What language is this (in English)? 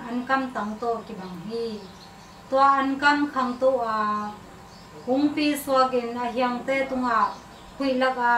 Tedim Chin